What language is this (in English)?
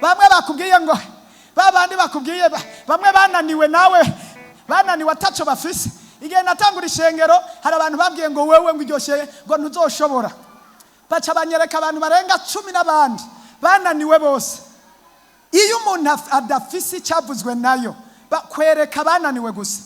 Rundi